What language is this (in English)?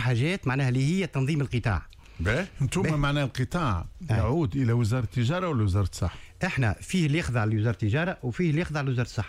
Tunisian Arabic